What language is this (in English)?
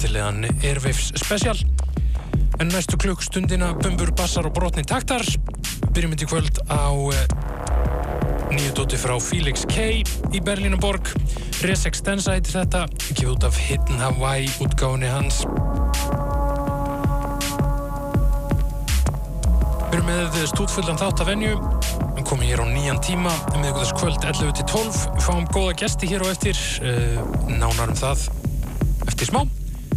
Icelandic